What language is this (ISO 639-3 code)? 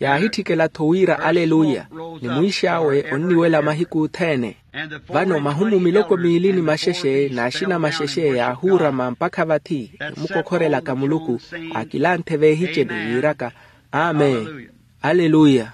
vmw